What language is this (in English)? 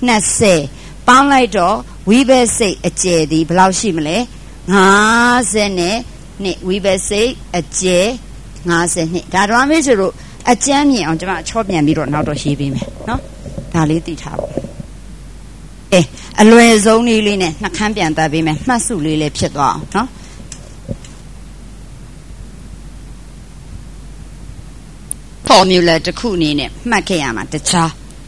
Burmese